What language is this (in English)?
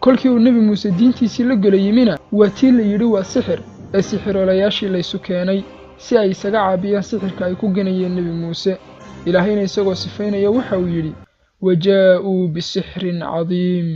Somali